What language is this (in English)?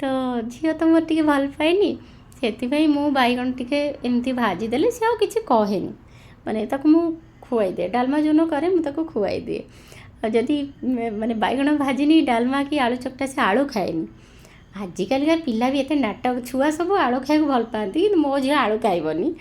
Odia